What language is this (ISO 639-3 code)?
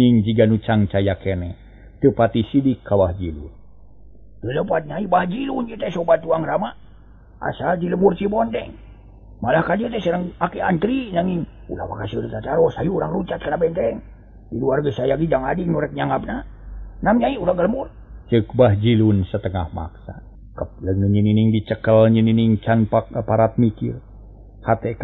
sun